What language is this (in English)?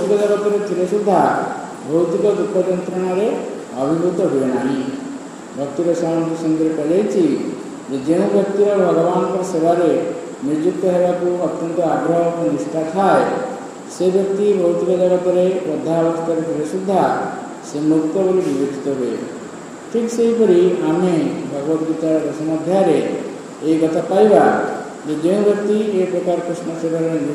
Odia